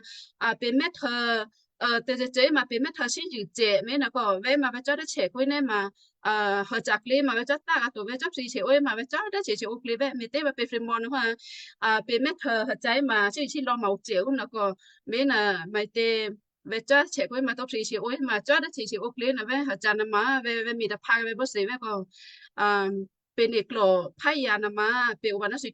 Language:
Western Kayah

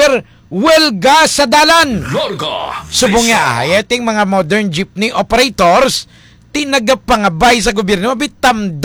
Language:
Hiligaynon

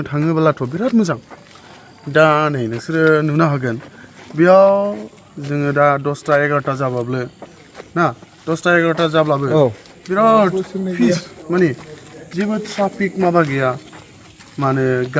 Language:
Bodo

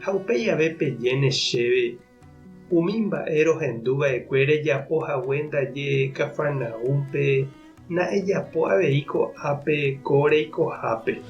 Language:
Guarani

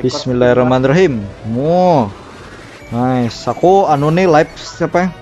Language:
Banjar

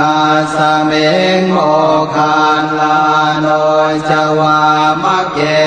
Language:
Pali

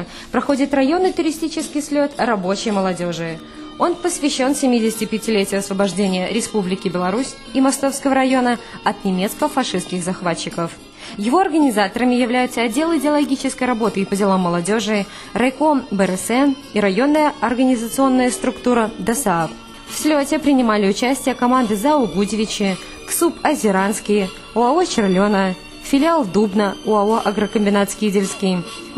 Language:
Russian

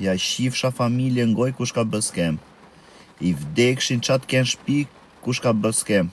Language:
Albanian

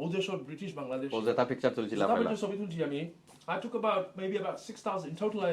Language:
Sylheti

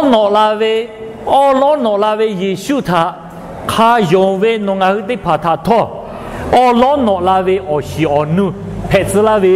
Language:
Lahu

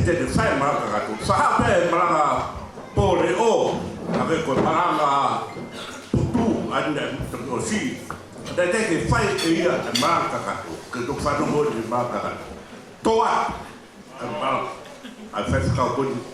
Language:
Tongan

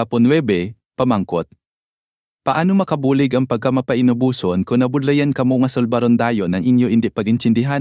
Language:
Hiligaynon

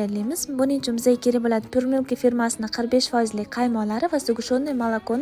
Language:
Uzbek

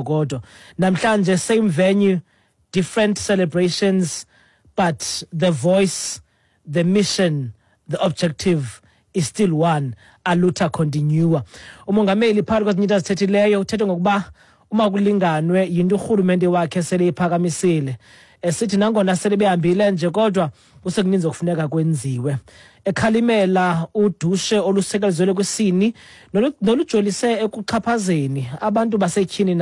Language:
Xhosa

